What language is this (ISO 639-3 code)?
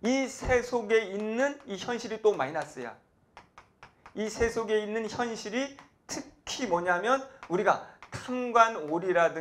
kor